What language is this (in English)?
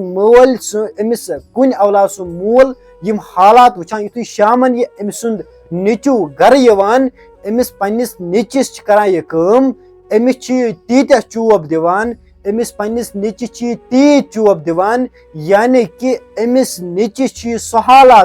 Kashmiri